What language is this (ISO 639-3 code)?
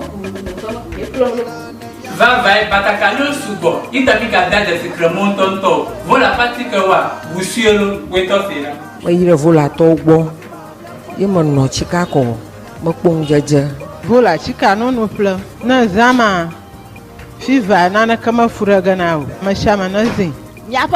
ewe